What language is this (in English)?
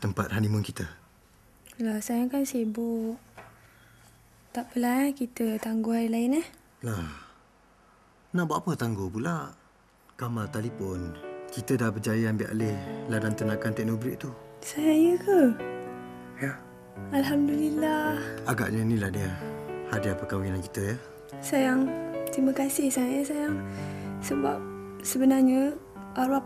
Malay